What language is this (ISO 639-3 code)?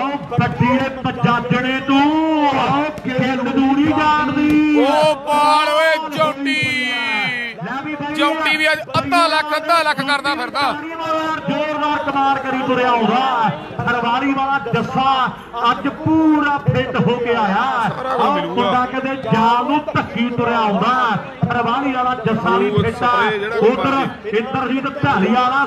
pan